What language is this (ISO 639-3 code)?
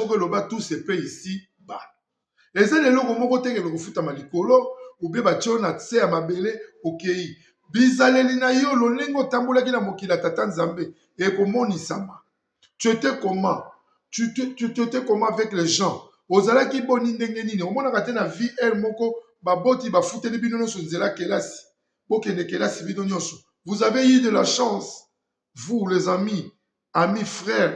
lin